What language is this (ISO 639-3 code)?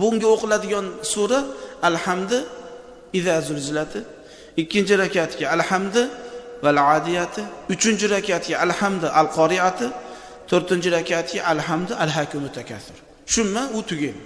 uzb